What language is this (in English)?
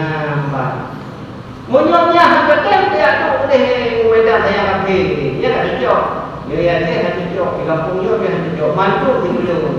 Achinese